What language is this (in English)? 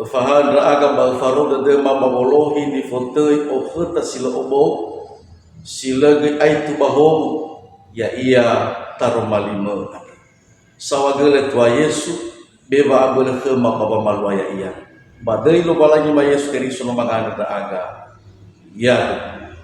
Nias